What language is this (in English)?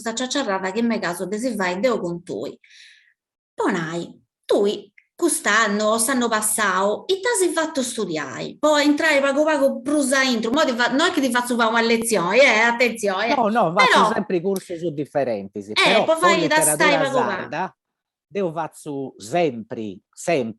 Sardinian